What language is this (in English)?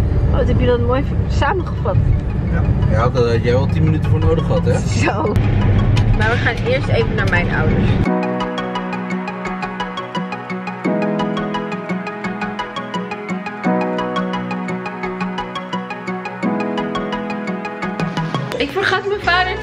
Dutch